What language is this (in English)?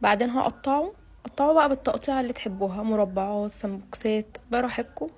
Egyptian Arabic